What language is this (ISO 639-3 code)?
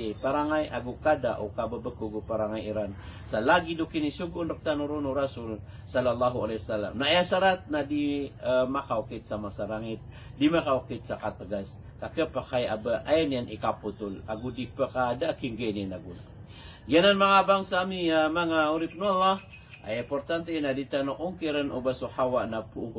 mrw